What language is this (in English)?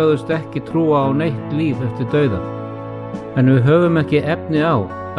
Icelandic